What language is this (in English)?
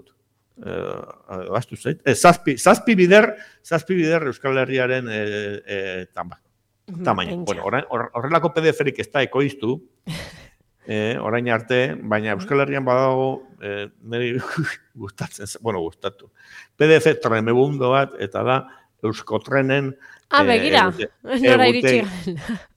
Basque